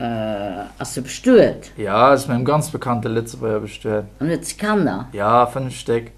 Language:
Luxembourgish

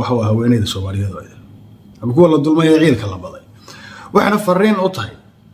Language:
Somali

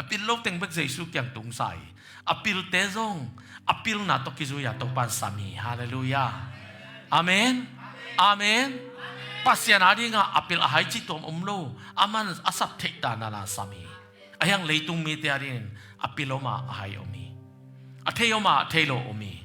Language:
Tedim Chin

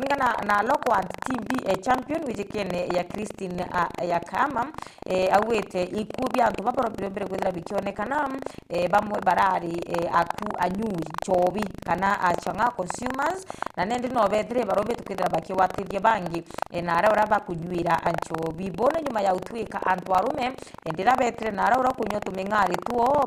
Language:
Meru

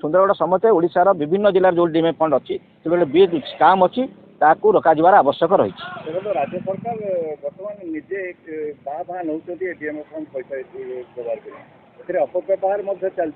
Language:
Odia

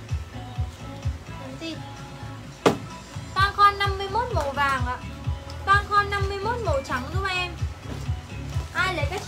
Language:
Vietnamese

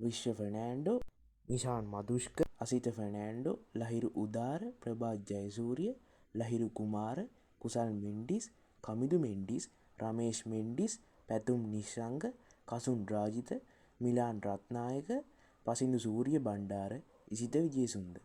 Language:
Sinhala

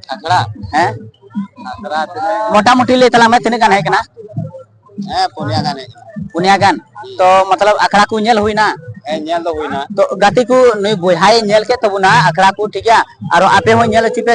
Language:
Santali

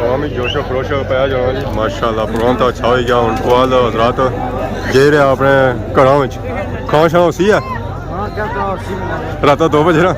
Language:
Pahari-Potwari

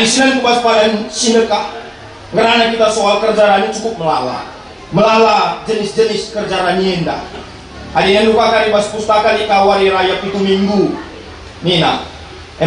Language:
Batak Karo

